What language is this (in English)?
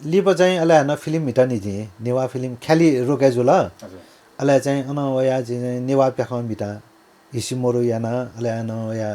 Newari